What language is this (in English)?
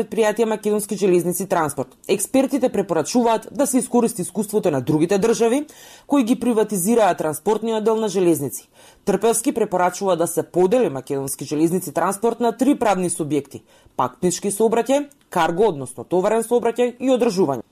Macedonian